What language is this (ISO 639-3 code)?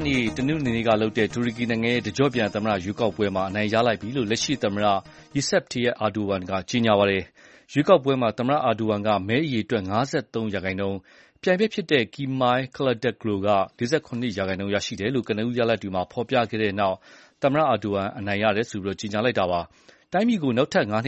mya